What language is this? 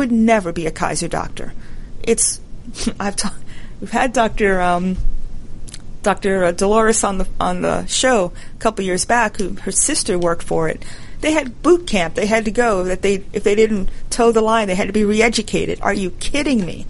English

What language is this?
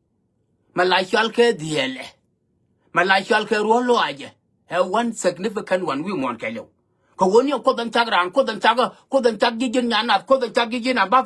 Nuer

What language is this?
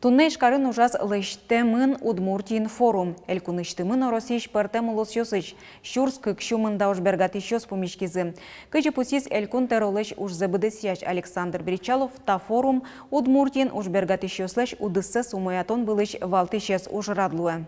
Udmurt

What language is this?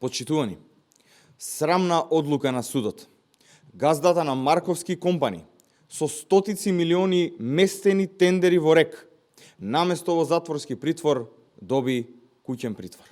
Macedonian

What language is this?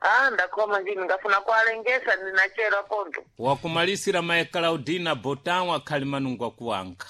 Sena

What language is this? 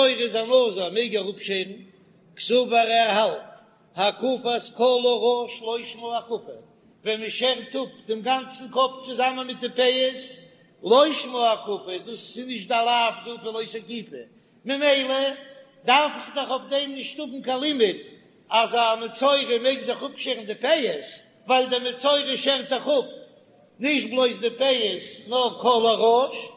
Yiddish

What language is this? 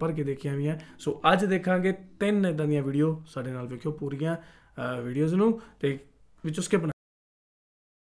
Punjabi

